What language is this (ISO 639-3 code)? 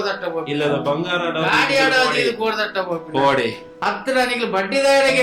tcy